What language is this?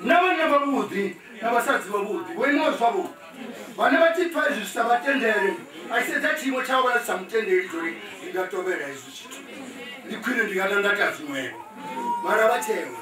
Venda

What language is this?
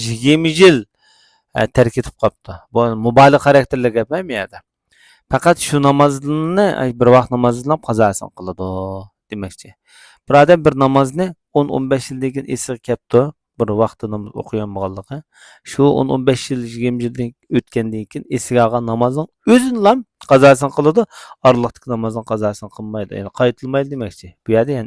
Uyghur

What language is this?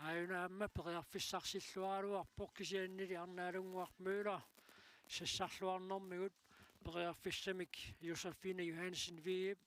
Kalaallisut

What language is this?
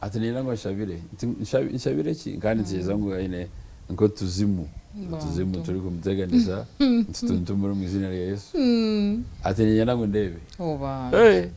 Nyankole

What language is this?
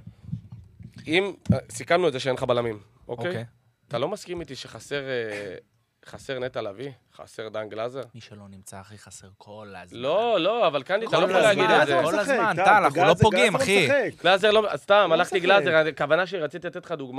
Hebrew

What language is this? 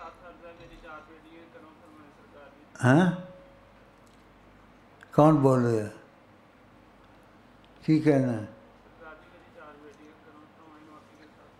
Urdu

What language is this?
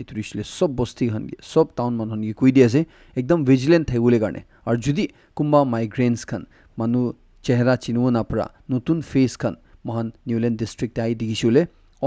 Naga Pidgin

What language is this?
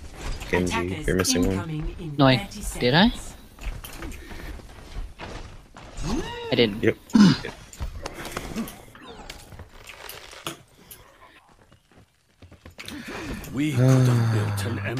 English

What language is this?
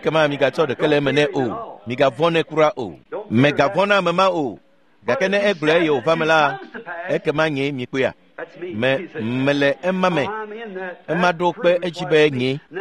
Ewe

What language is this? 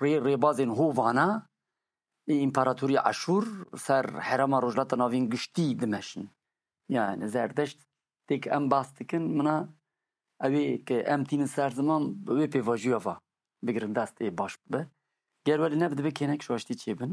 Kurdish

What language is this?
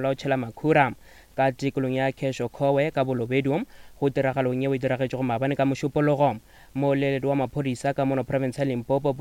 Northern Sotho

